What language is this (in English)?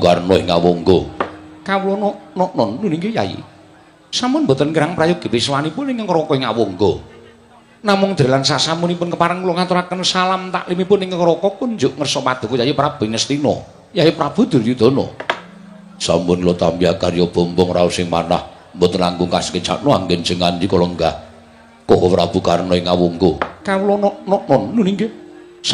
Javanese